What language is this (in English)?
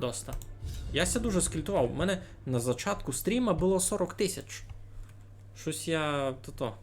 Rusyn